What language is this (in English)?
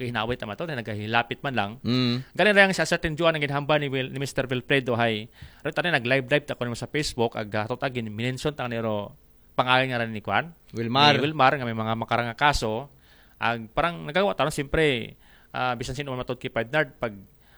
Aklanon